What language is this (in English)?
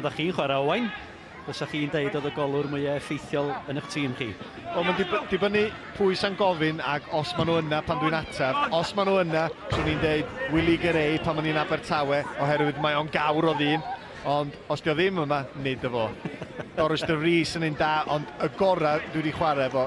Welsh